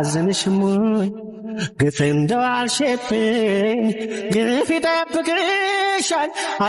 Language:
Amharic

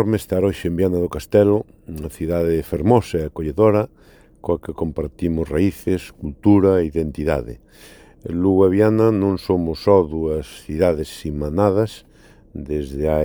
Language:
Galician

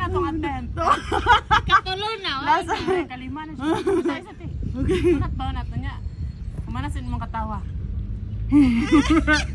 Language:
Cebuano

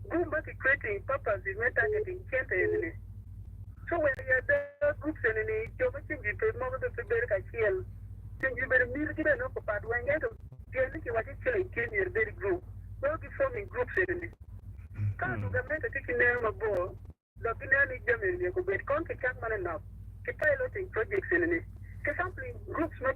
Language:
Acoli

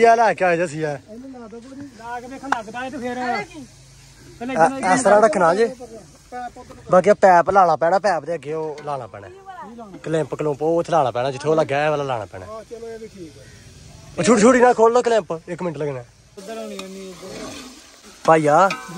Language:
Punjabi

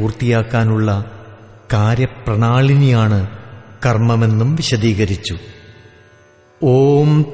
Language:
Malayalam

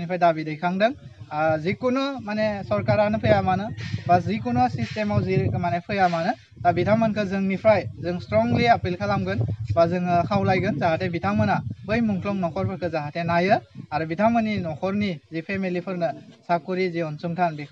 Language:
Bodo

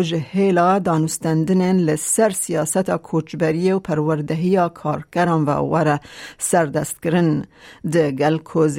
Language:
Kurdish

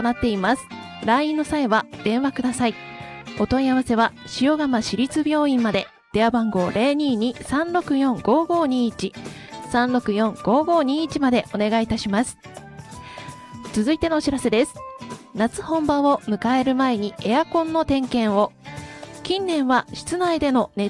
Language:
Japanese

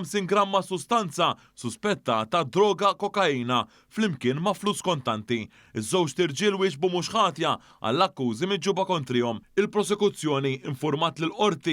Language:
Maltese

